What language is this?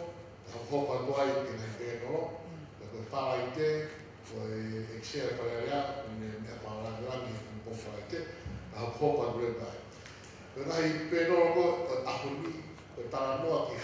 Tongan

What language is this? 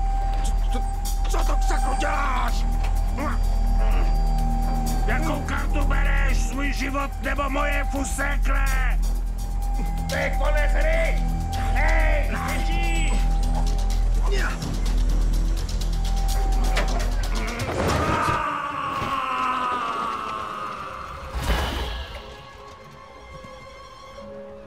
Czech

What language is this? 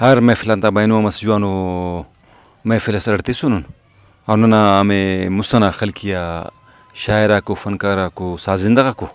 Brahui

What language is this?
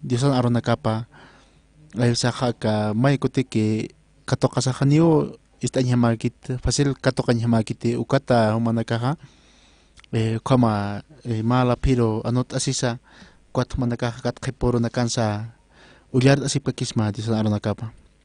Aymara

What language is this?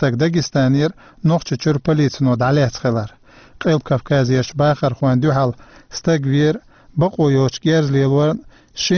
Chechen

